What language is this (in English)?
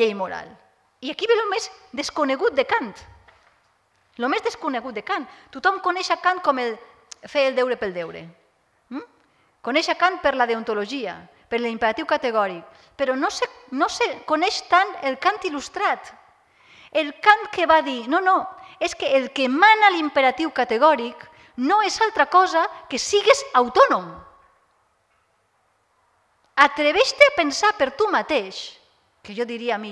Catalan